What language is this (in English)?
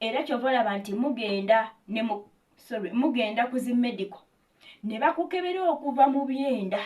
Ganda